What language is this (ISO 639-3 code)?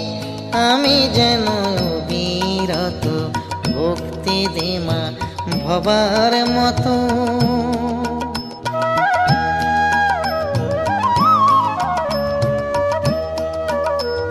ben